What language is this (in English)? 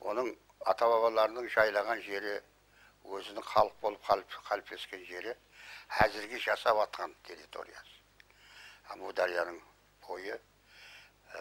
Kara-Kalpak